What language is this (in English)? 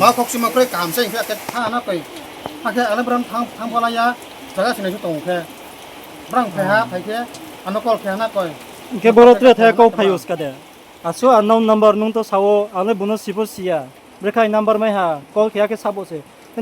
Riang (India)